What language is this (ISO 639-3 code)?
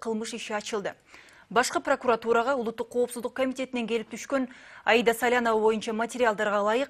kir